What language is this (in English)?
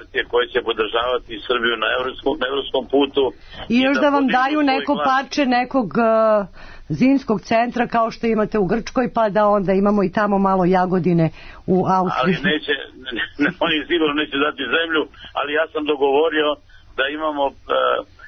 Serbian